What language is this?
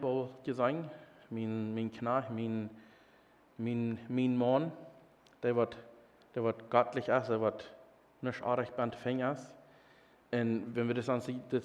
Plautdietsch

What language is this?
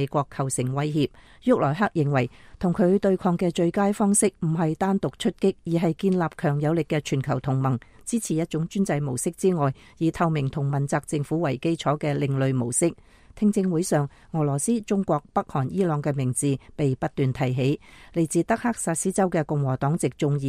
Cantonese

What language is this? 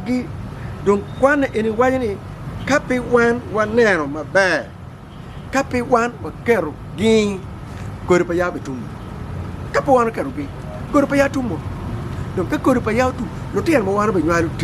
Acoli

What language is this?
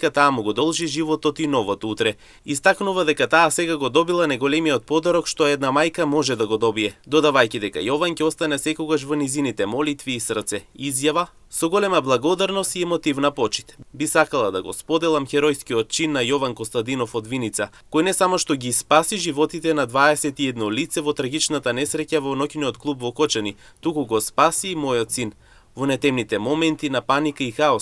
Macedonian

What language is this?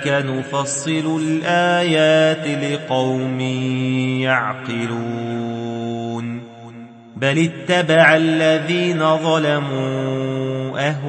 Arabic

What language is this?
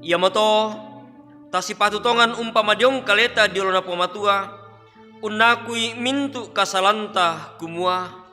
Toraja-Sa'dan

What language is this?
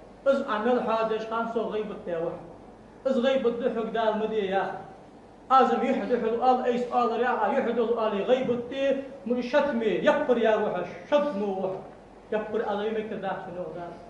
Ingush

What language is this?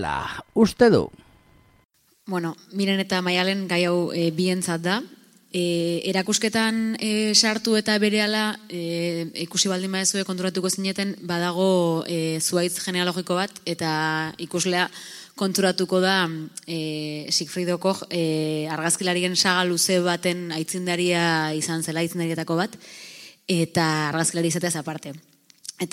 Basque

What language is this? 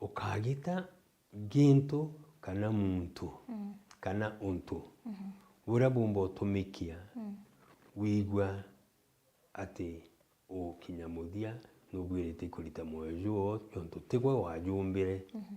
Meru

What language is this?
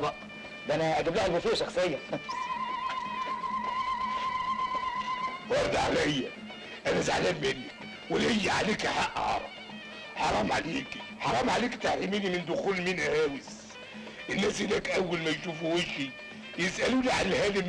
Egyptian Arabic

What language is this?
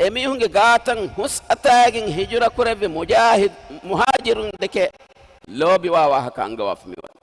Divehi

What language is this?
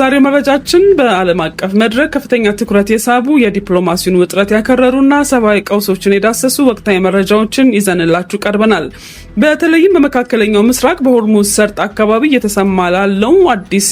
Amharic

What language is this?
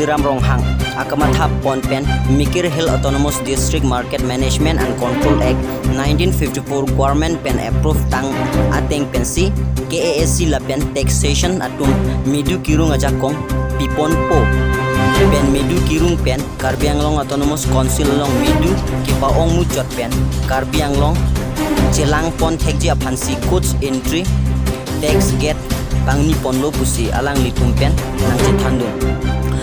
Karbi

